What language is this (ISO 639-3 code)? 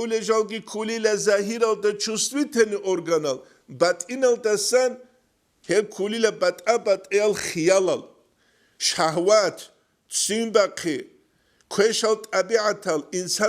ava